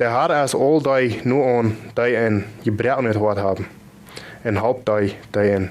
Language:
Plautdietsch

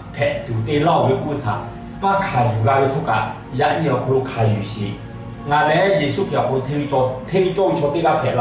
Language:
Lahu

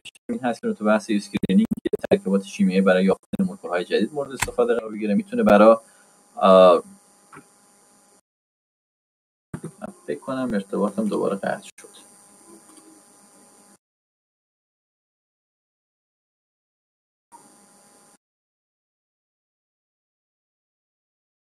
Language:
Persian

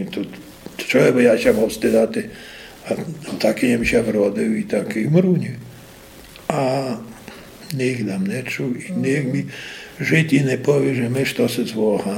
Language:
Rusyn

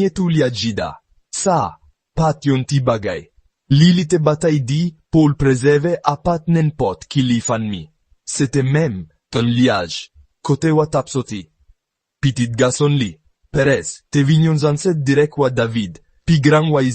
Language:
Haitian Creole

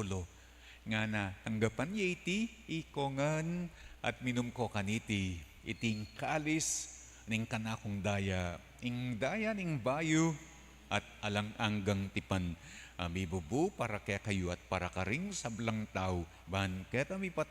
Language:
Pampanga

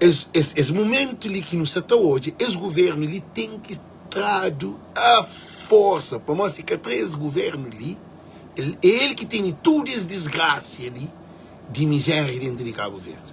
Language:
Kabuverdianu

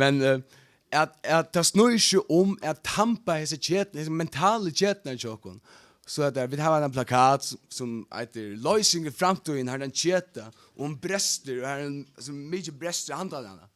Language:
Faroese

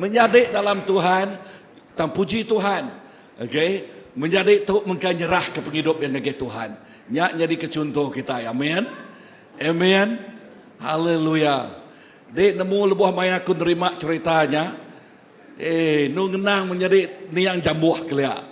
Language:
Iban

